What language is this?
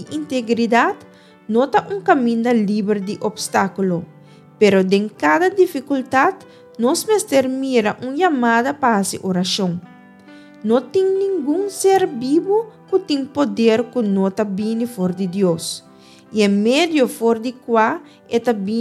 Papiamento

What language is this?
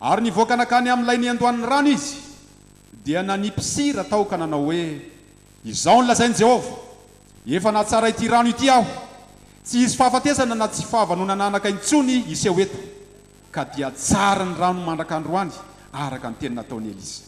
Malagasy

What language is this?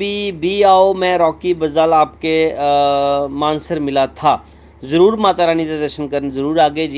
Dogri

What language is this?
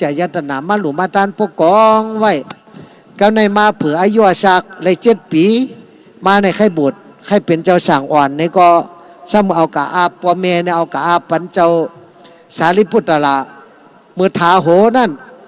Shan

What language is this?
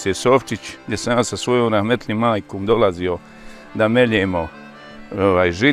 Bosnian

